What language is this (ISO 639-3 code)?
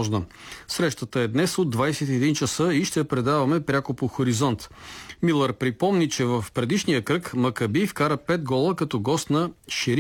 bul